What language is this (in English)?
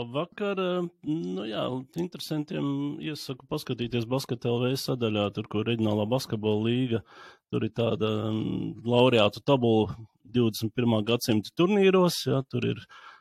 Latvian